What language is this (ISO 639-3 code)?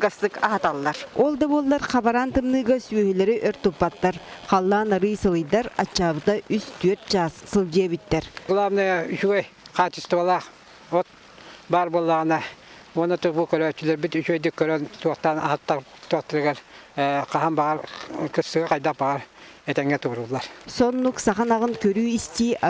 sah